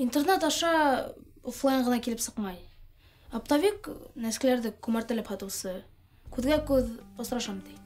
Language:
Bashkir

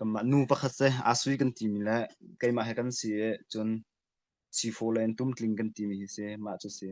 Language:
Hakha Chin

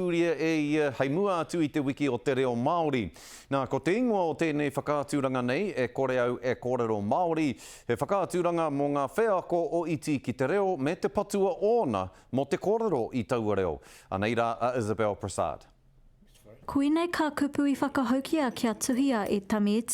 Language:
Māori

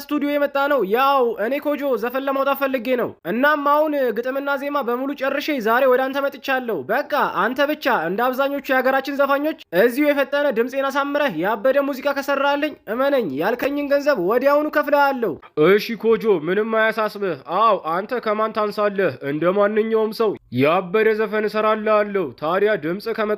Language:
Amharic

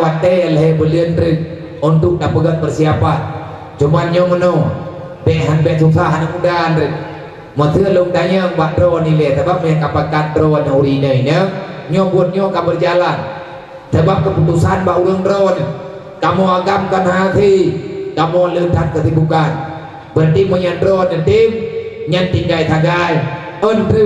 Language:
Achinese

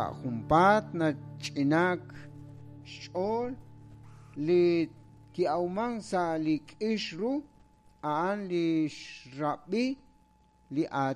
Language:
Kekchí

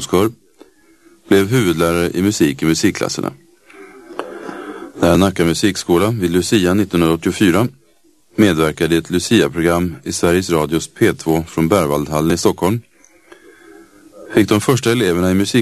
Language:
Swedish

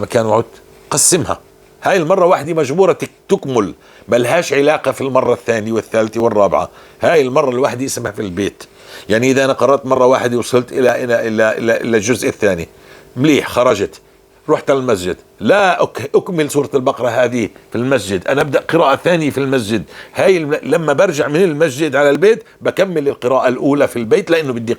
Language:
North Levantine Arabic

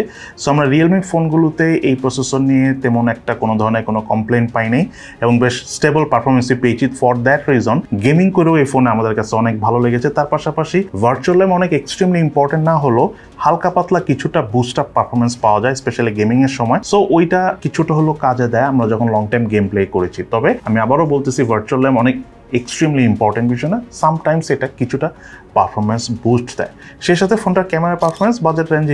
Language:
Bangla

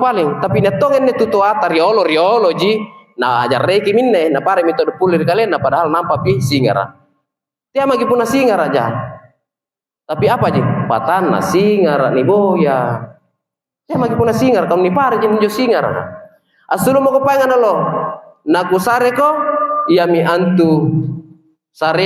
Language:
Makasar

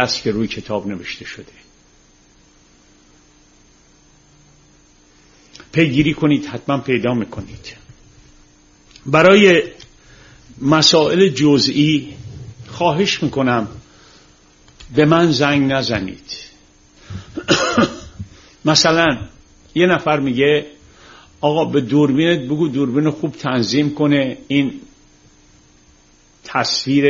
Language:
Persian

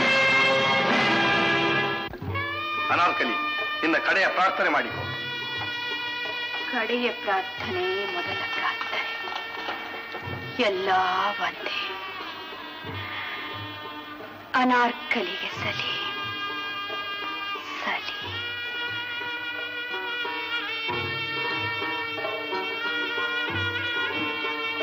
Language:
Kannada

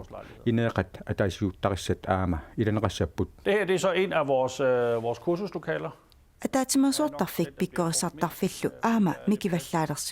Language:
Kalaallisut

